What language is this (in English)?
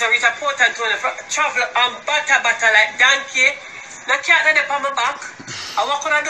Jamaican Creole English